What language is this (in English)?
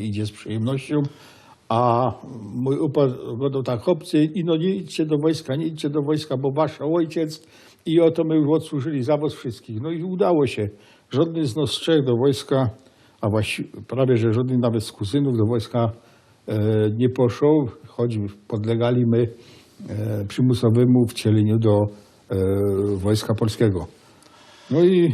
Silesian